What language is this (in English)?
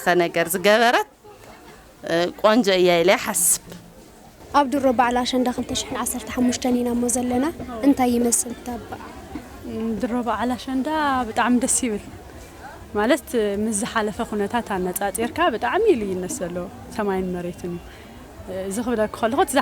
Tigrinya